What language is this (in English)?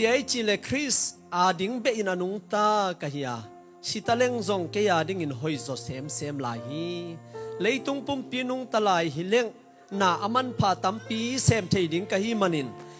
Tedim Chin